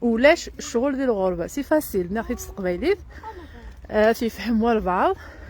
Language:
Kabyle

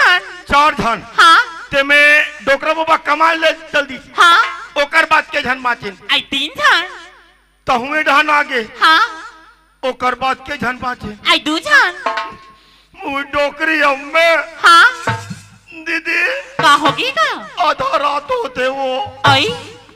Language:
Chhattisgarhi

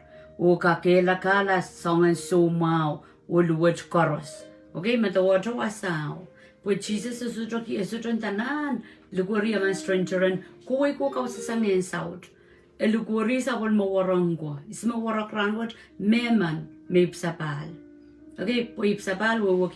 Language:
Pohnpeian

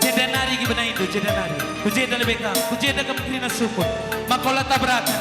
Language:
Batak Karo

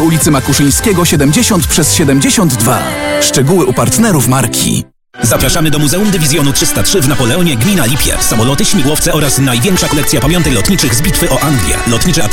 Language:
Polish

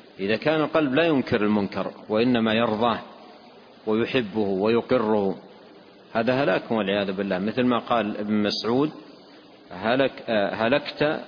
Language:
Arabic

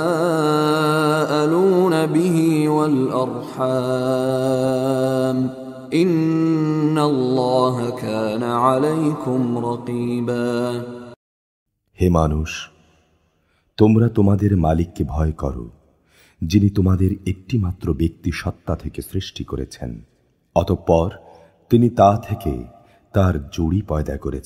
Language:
Bangla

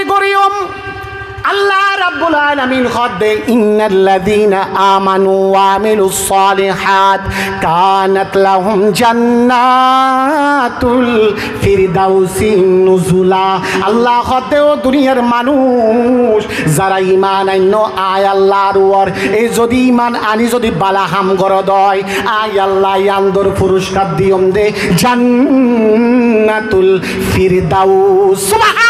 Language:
Rohingya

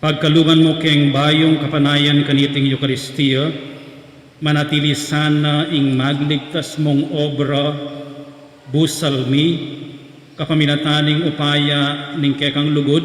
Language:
Pampanga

